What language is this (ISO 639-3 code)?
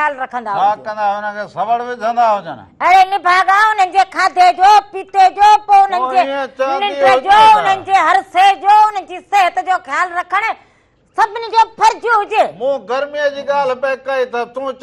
snd